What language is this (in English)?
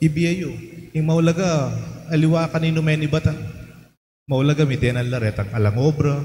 Pampanga